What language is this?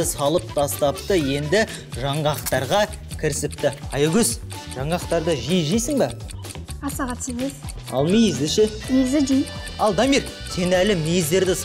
Kazakh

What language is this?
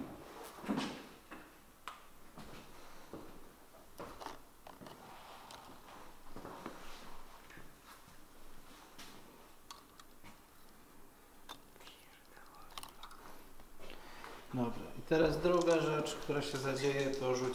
Polish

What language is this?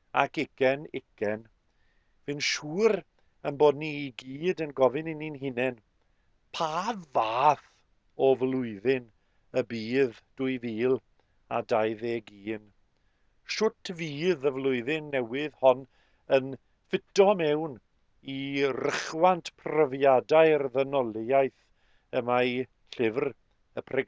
Welsh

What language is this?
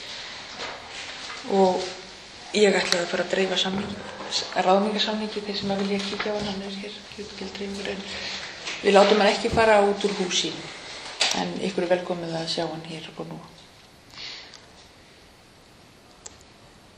Icelandic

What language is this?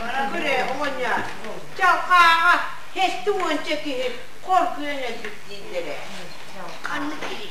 Yakut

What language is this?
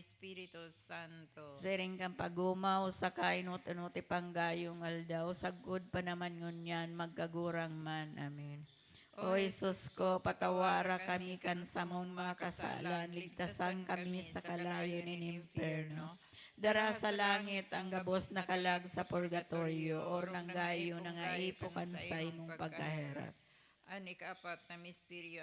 Bikol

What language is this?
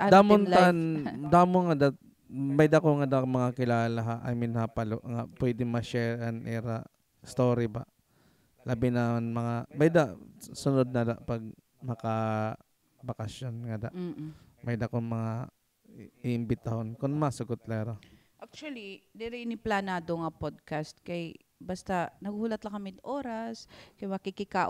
Waray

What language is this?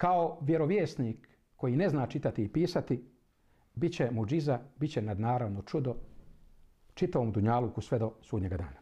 Bosnian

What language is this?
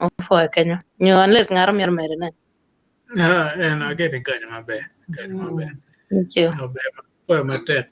Acoli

